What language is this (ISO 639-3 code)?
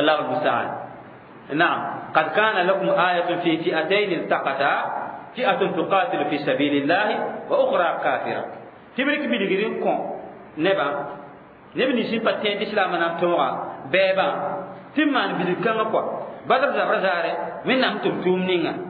mos